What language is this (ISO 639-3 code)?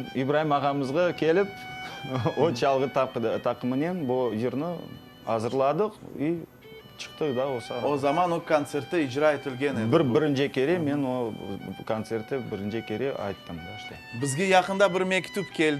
crh